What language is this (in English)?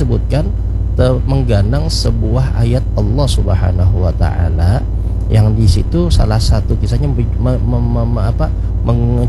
Banjar